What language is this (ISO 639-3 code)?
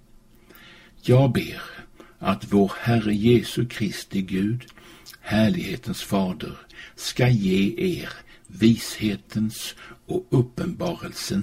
swe